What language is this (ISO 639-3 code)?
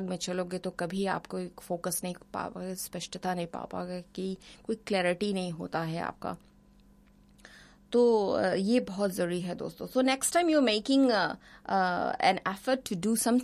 hin